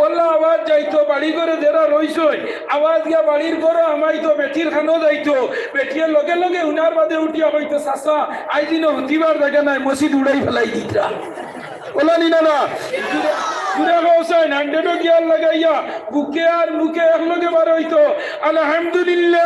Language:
Sylheti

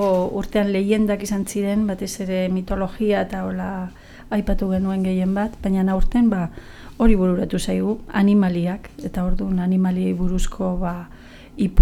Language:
Basque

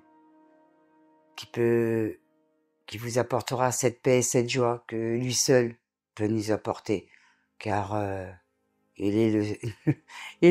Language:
French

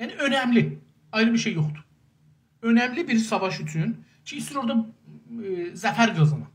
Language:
South Azerbaijani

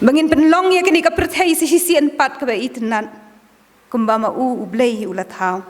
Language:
Khasi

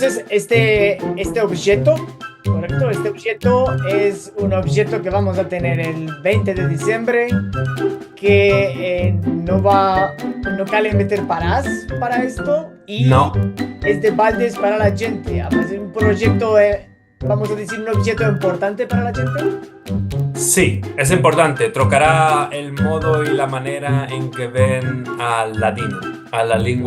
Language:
Ladino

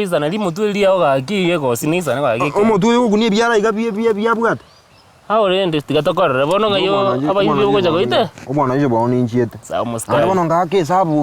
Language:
Gusii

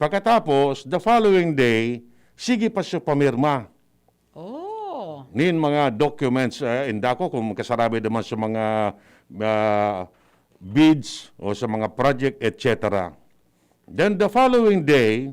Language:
Bikol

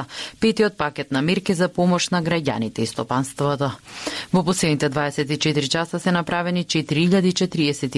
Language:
Macedonian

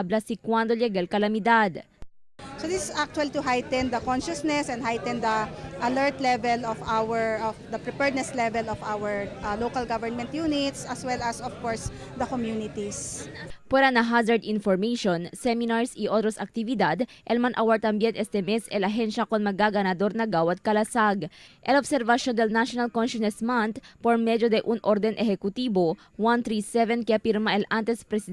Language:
Chavacano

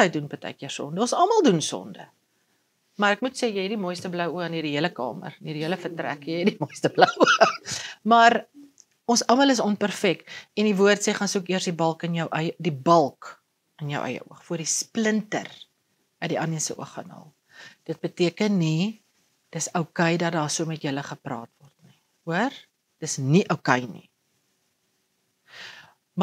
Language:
Afrikaans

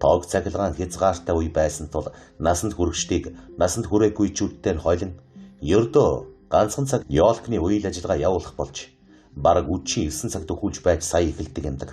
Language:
Mongolian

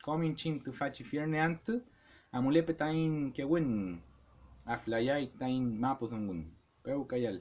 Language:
Mapuche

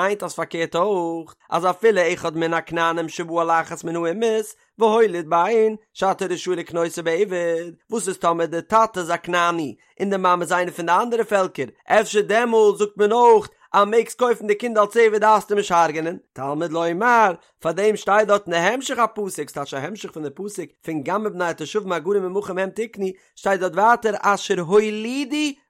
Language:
Yiddish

